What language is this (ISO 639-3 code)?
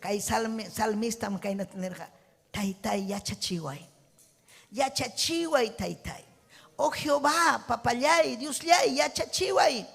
quy